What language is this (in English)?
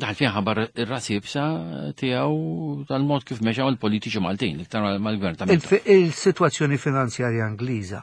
Maltese